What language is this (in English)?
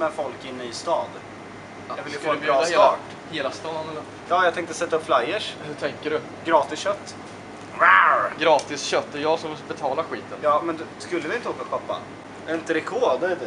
Swedish